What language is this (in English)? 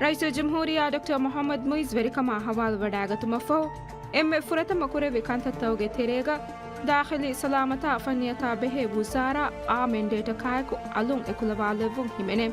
Divehi